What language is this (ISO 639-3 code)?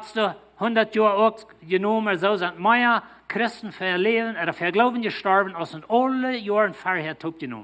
pdt